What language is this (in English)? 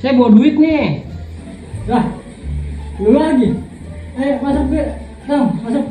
Betawi